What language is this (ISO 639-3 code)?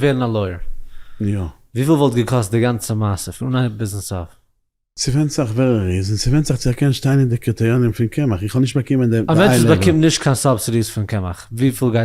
yid